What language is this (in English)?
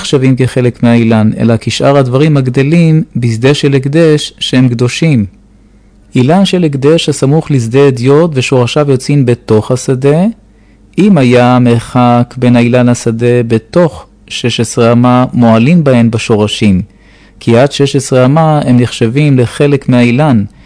Hebrew